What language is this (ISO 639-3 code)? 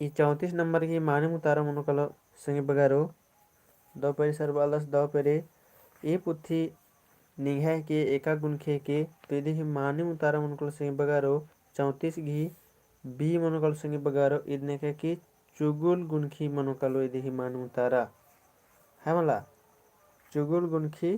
kru